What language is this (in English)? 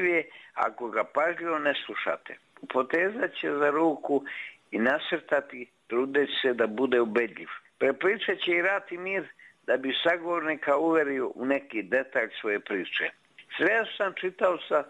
Serbian